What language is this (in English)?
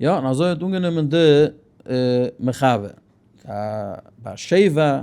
Yiddish